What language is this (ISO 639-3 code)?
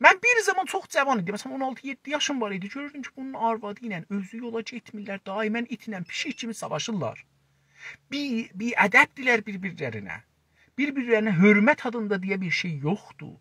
azb